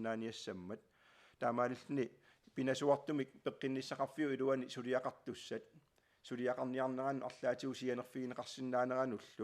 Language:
Kalaallisut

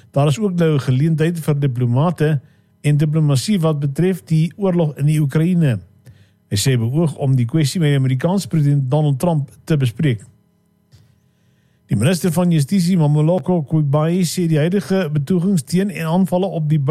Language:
Afrikaans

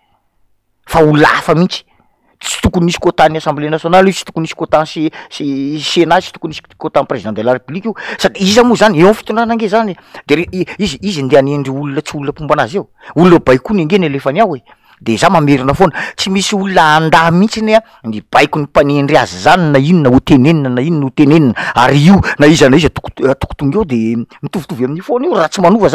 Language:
Malagasy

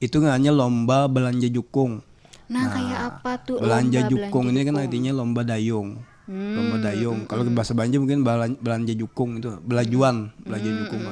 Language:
Banjar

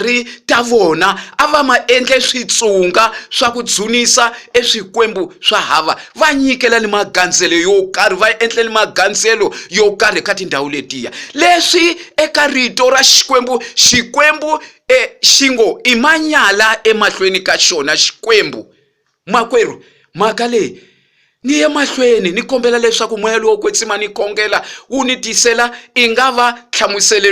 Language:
Tsonga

